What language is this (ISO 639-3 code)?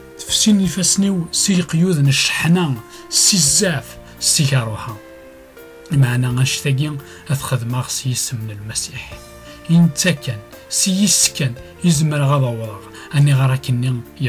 kab